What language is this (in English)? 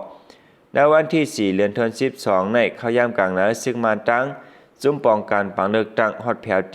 Shan